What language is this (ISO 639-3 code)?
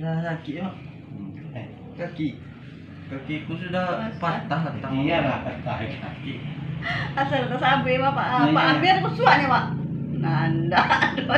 min